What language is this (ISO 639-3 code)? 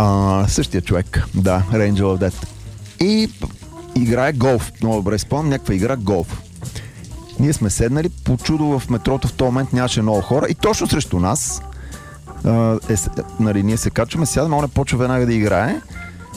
bul